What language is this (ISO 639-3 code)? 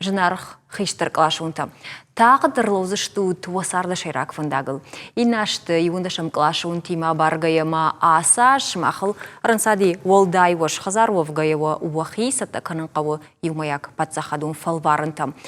oss